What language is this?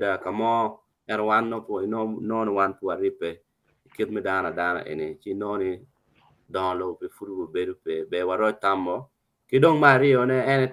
Acoli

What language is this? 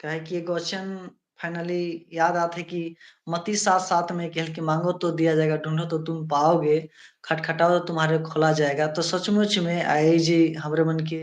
Sadri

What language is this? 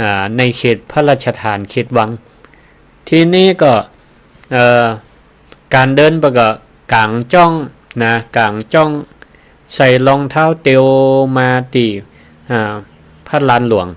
Northern Thai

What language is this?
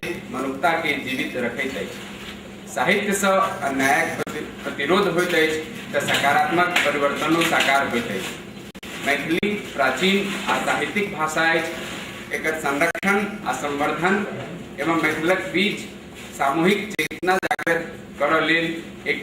Maithili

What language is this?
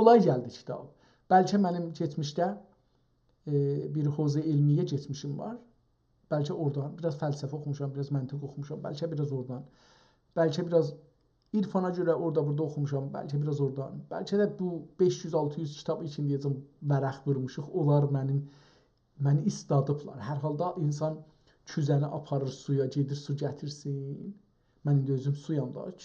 South Azerbaijani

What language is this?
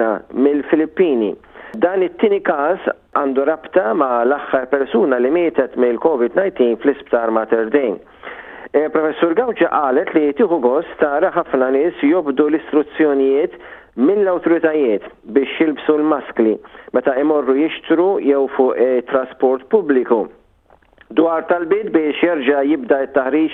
Maltese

